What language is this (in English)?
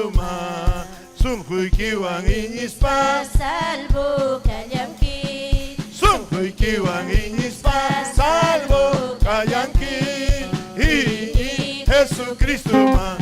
Ayacucho Quechua